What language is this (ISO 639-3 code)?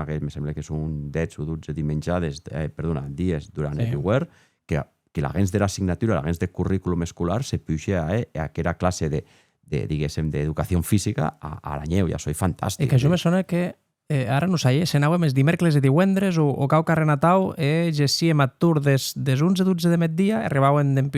oci